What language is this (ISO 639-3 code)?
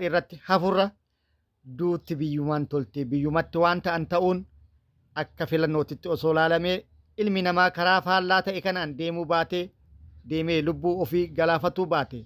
orm